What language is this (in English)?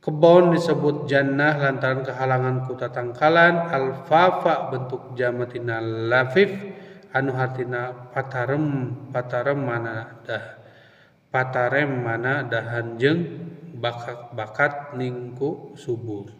Sundanese